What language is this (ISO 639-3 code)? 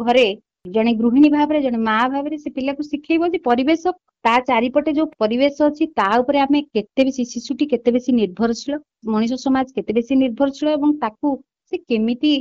ori